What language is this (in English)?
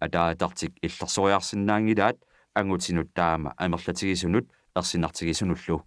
Kalaallisut